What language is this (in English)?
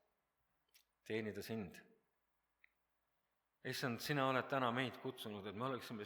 Estonian